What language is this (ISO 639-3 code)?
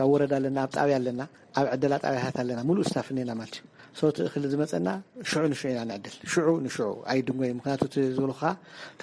tir